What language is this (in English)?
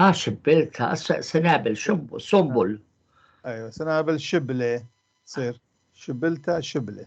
North Levantine Arabic